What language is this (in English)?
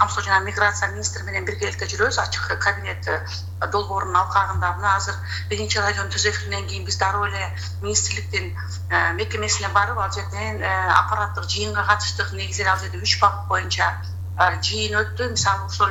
Kyrgyz